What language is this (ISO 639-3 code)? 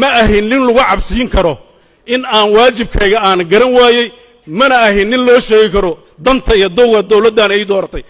som